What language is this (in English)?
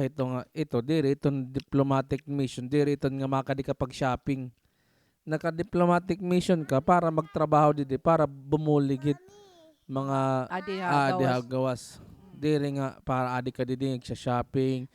Waray